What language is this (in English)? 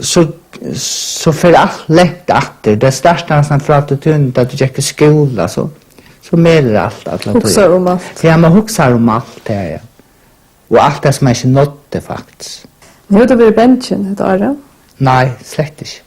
Faroese